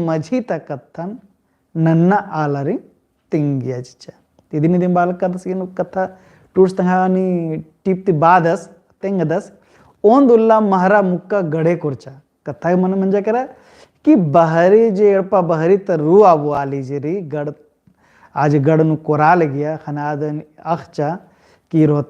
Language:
Kurukh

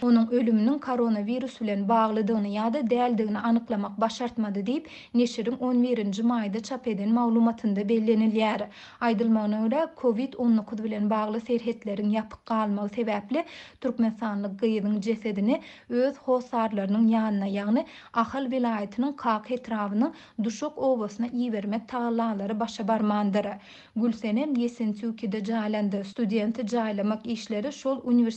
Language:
Turkmen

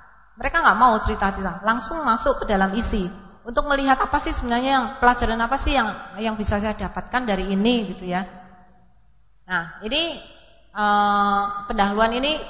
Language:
Indonesian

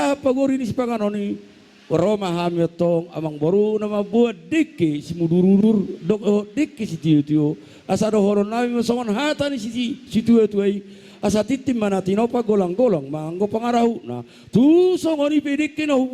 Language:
Batak Toba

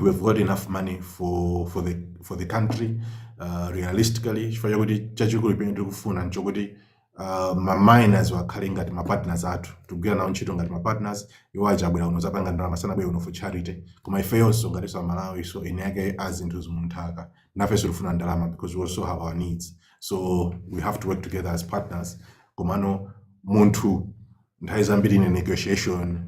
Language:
Nyanja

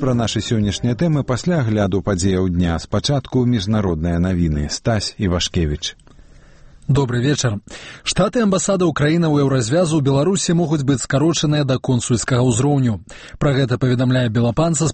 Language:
Belarusian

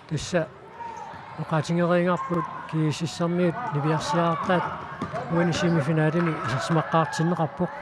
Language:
Kalaallisut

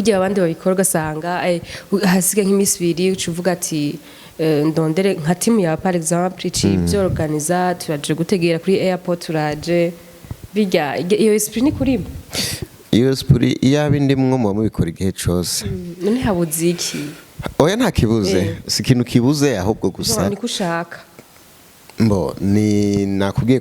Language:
Rundi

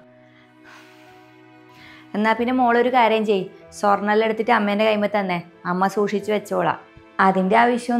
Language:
Malayalam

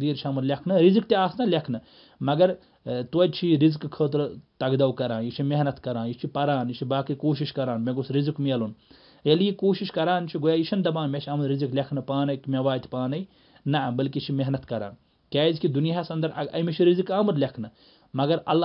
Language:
Kashmiri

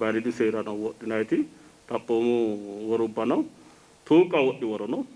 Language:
Sidamo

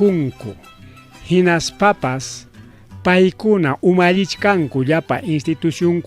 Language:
Ayacucho Quechua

